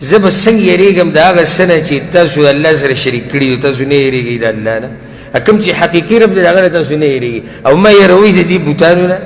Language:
Pashto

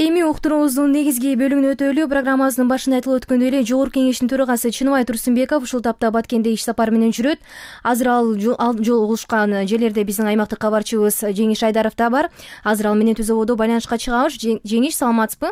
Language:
Kyrgyz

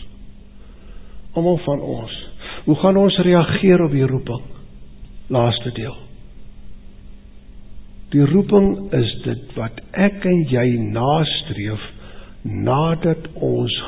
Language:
Afrikaans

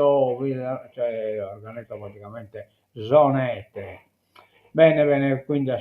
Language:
Sardinian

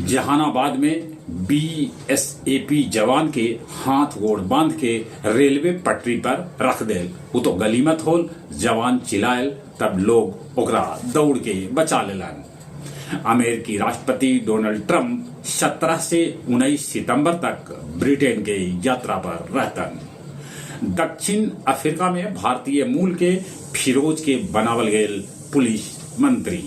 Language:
Magahi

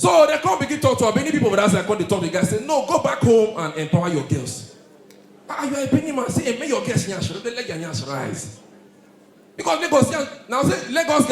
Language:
Nigerian Pidgin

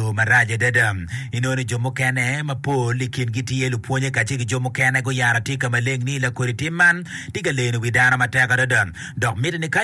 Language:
Acoli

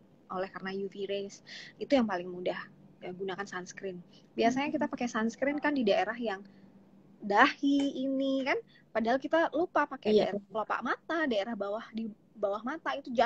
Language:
Indonesian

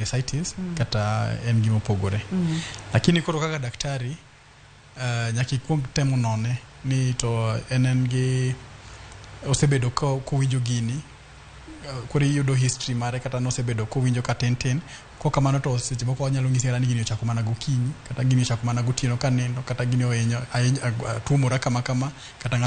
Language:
Luo (Kenya and Tanzania)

